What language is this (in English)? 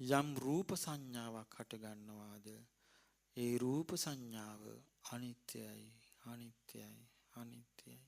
Sinhala